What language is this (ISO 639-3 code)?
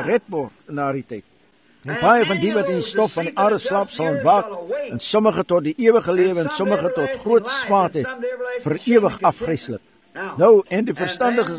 afr